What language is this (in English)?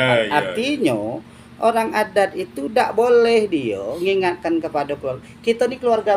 Minangkabau